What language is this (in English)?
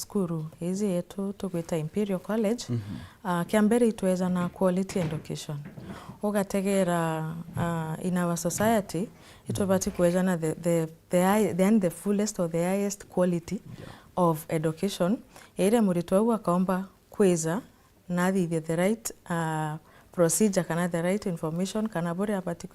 Meru